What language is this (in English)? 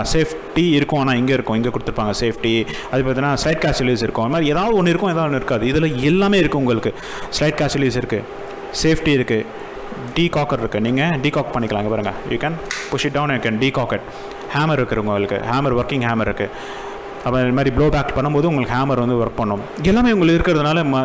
Tamil